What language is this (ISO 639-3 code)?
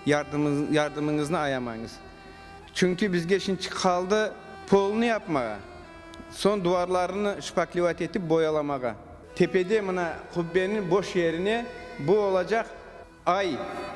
crh